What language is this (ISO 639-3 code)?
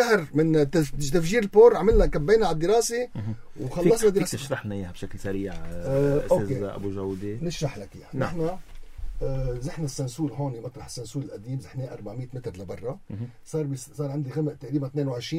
apc